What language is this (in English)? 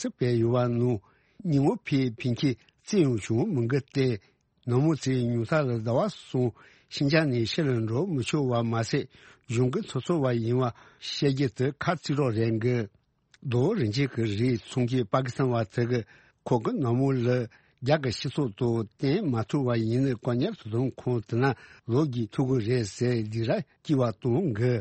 Tibetan